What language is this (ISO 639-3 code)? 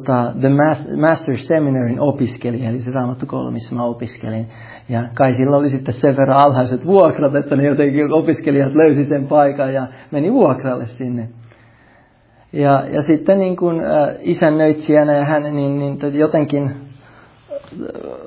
fin